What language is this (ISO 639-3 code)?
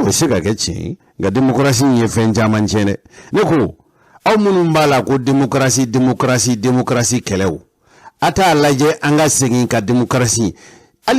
bam